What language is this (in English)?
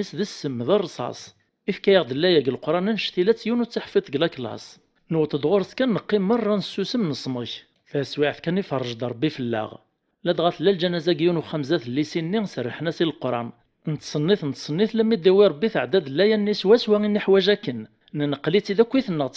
Kabyle